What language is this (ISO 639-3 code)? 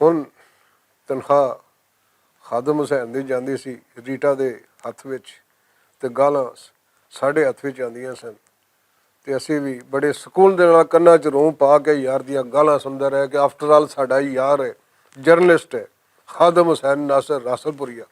lah